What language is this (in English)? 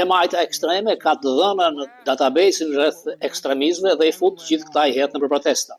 Albanian